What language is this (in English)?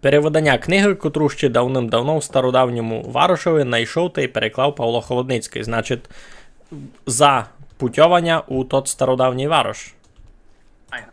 Rusyn